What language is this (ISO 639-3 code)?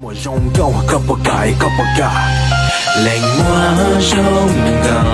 hmn